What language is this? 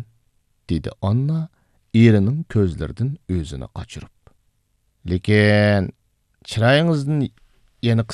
Uyghur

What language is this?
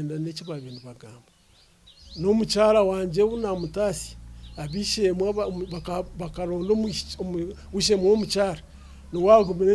Nyankole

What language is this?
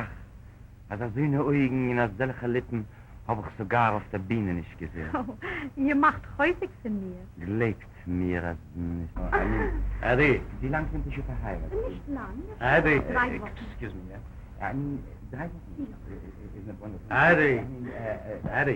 Yiddish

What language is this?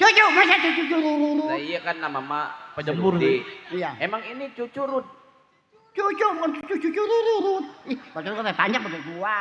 Betawi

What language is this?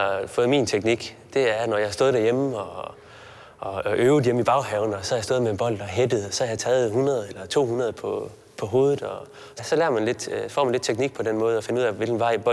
Danish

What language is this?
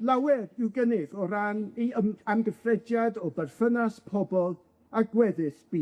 Welsh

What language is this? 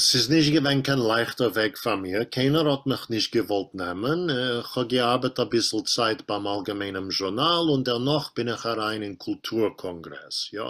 Yiddish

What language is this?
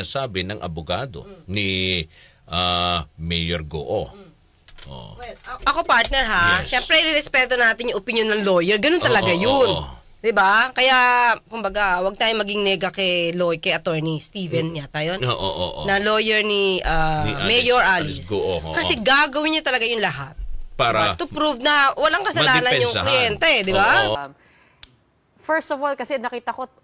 Filipino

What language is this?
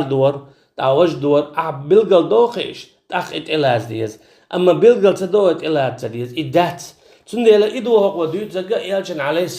Chechen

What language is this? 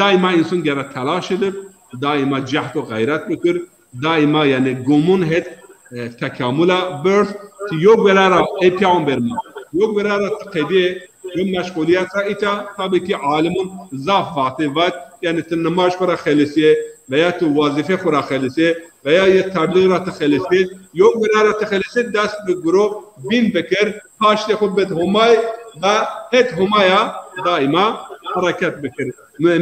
Zaza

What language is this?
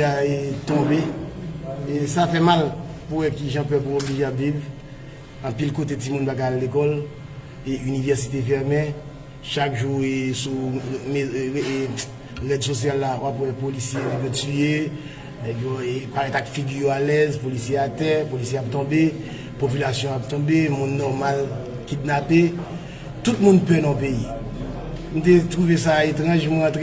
Haitian Creole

